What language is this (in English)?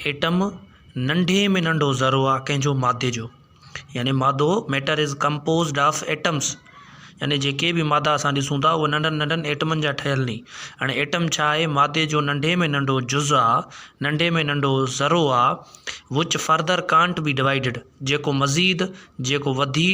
Sindhi